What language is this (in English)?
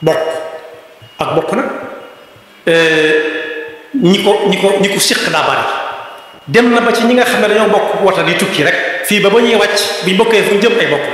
Wolof